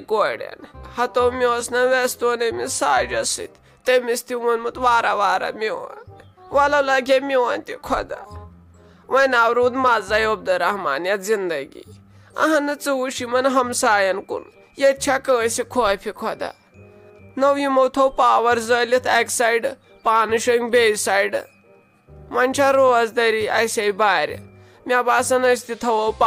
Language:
Kashmiri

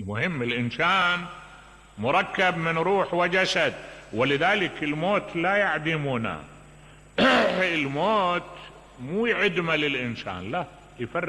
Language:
Mesopotamian Arabic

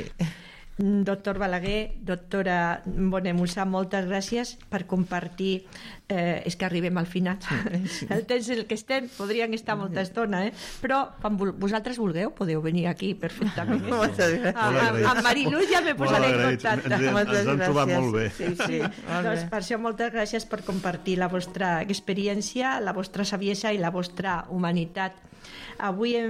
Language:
Catalan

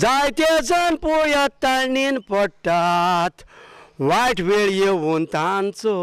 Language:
Konkani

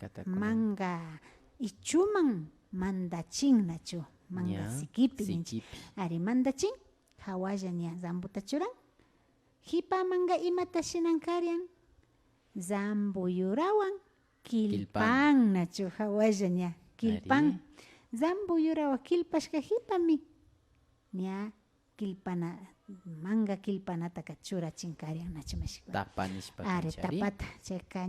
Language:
Imbabura Highland Quichua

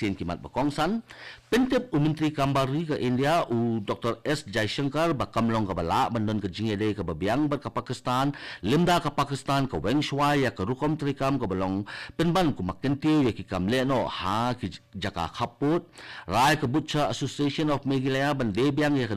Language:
Khasi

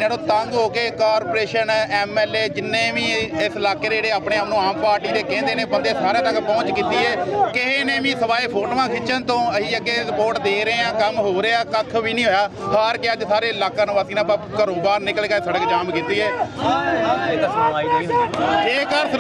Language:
Punjabi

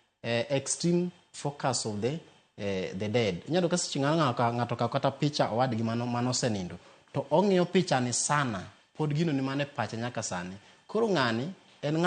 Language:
Luo (Kenya and Tanzania)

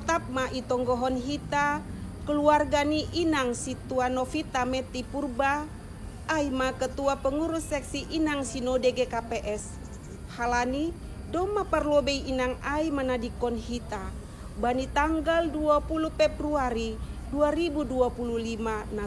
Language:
Batak Simalungun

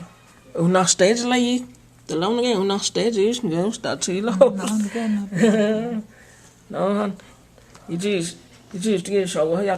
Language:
Cherokee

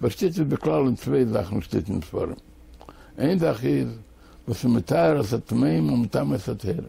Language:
Yiddish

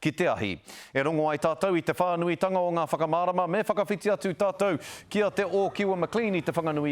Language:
Māori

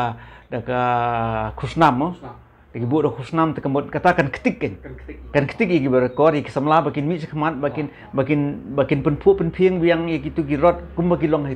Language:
Khasi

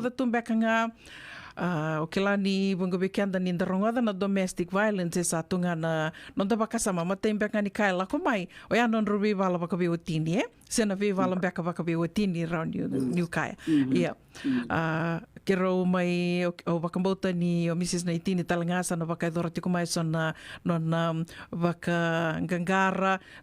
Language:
Fijian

